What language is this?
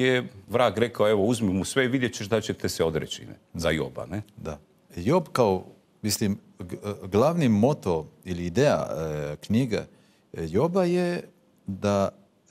Croatian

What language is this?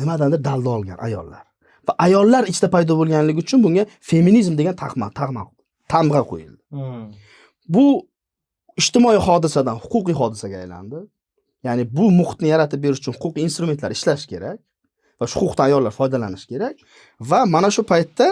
Uzbek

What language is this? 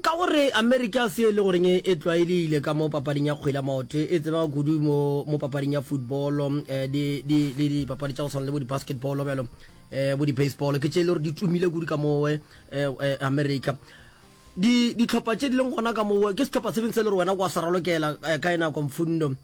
Northern Sotho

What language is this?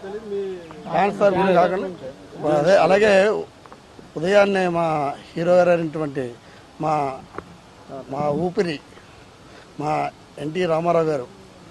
Telugu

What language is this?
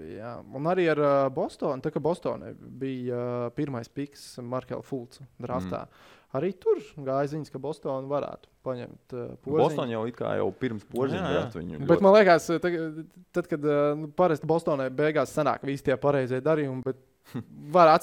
Latvian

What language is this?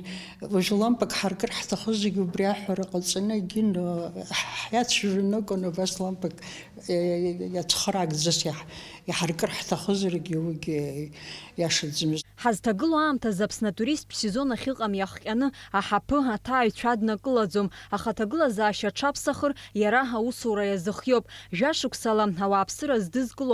Abkhazian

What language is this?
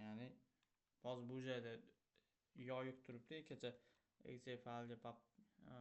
Uzbek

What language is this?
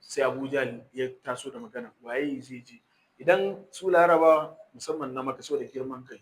Hausa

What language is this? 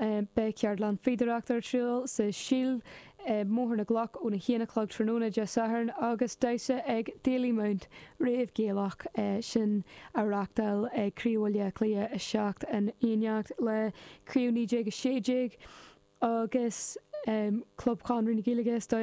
Irish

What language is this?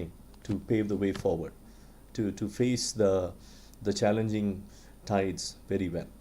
Tswana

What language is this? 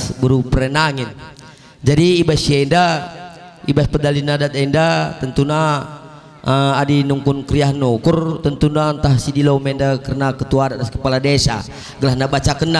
Batak Karo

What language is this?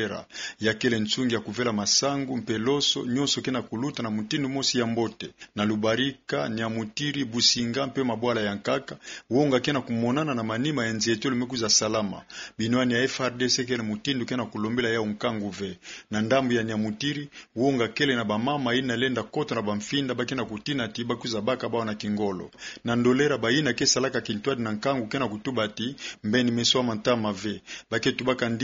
Kituba (Democratic Republic of Congo)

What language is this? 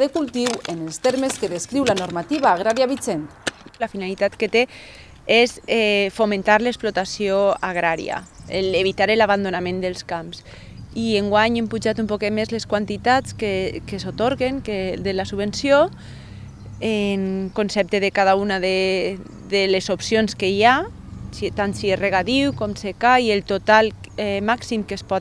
Catalan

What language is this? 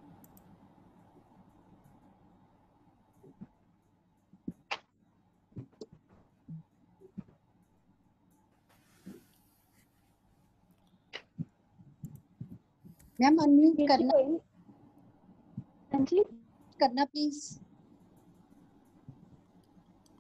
Punjabi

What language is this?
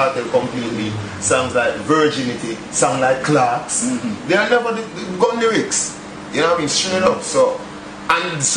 Jamaican Creole English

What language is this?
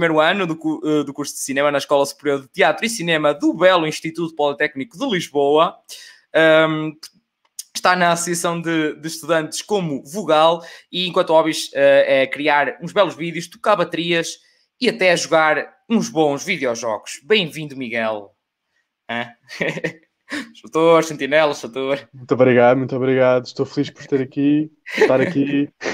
Portuguese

